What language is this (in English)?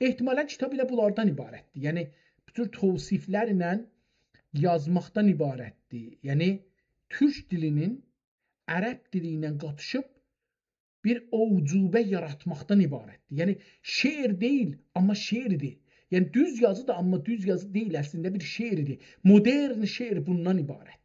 South Azerbaijani